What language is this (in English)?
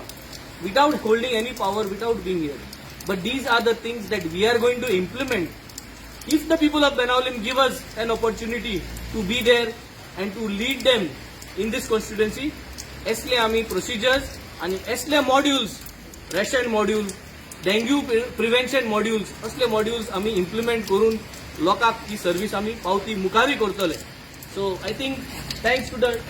Konkani